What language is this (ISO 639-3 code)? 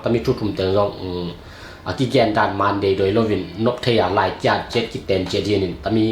ctd